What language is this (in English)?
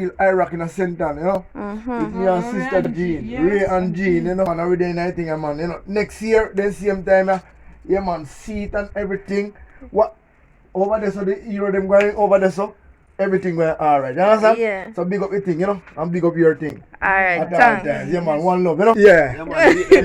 Jamaican Creole English